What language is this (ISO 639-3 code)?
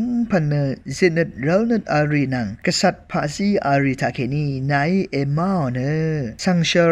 raw